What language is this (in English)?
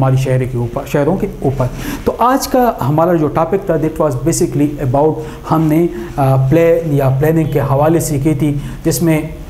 Urdu